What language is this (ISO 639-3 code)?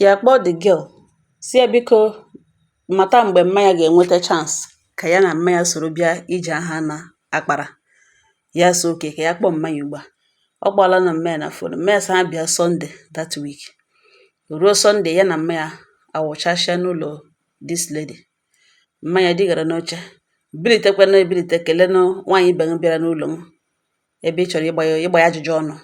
ibo